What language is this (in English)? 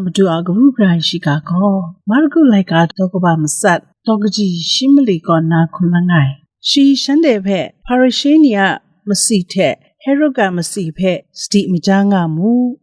Kachin